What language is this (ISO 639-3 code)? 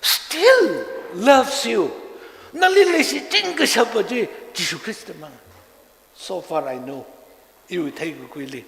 nmf